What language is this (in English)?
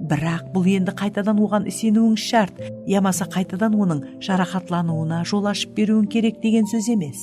Kara-Kalpak